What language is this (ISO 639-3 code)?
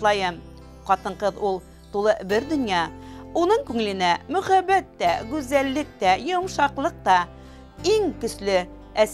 bak